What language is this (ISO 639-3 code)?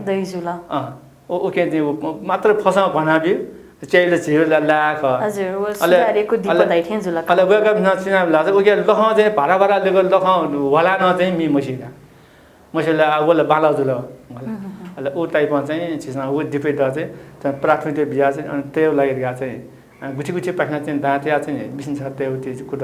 new